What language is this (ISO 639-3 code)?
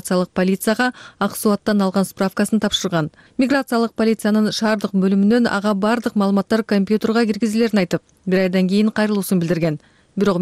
kir